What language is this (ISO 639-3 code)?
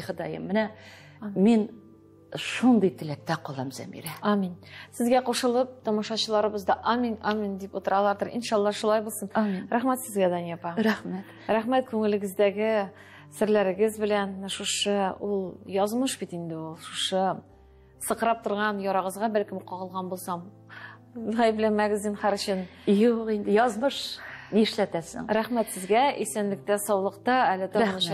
tat